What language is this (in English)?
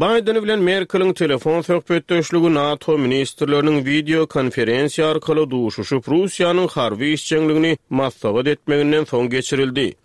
Turkmen